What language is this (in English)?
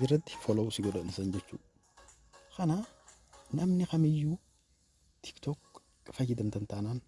Oromo